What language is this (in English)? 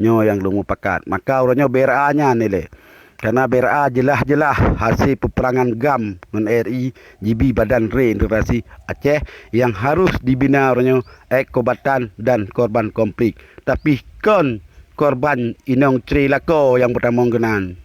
Achinese